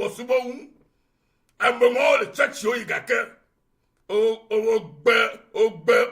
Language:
Ewe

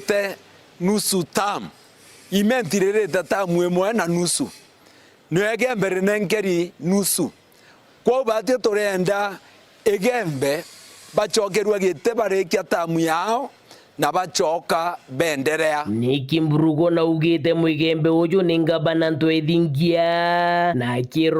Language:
Meru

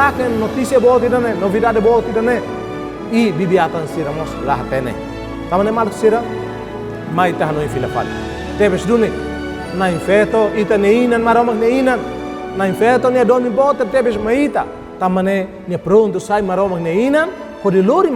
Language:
Tetum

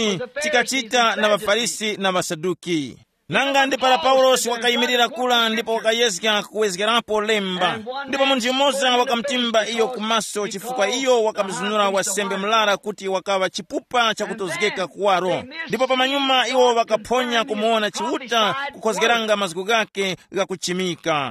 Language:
Tumbuka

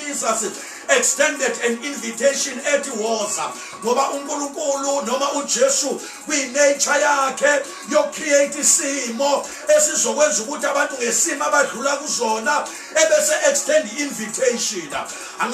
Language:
Zulu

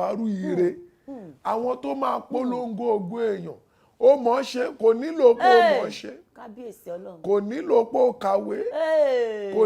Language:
Yoruba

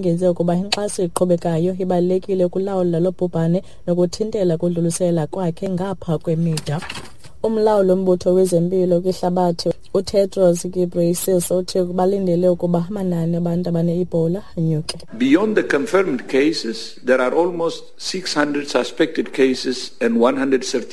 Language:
Xhosa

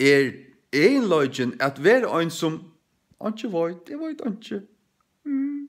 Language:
Faroese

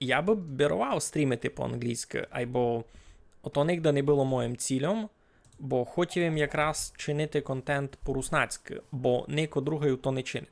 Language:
Rusyn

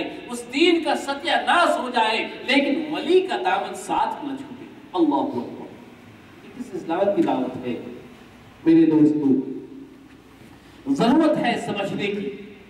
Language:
Urdu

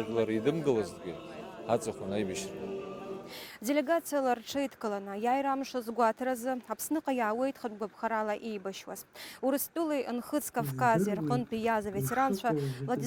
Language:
Abkhazian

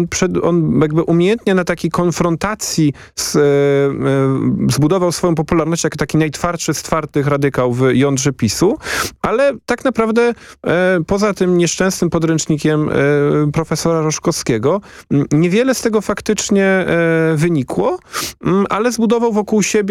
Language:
Polish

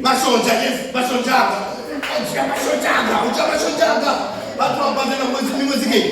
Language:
Venda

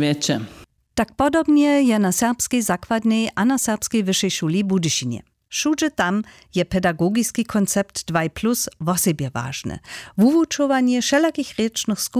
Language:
Upper Sorbian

